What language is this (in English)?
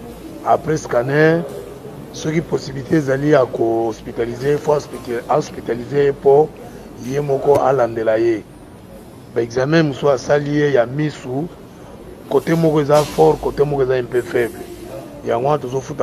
Lingala